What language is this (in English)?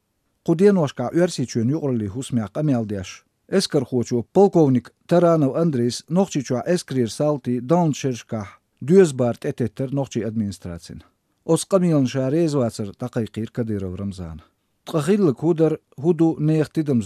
Latvian